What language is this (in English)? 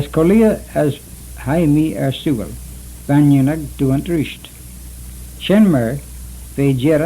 Manx